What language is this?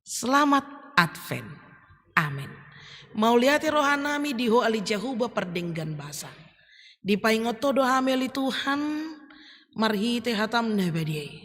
Batak Toba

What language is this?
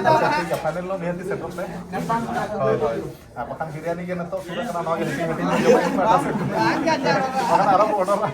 Santali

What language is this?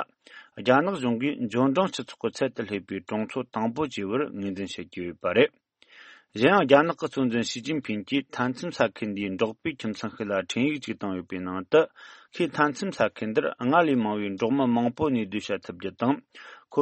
Tibetan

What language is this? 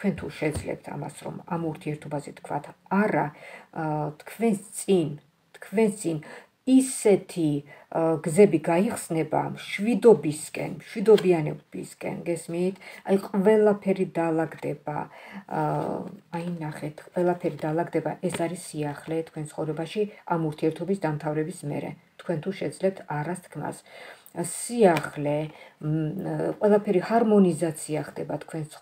Georgian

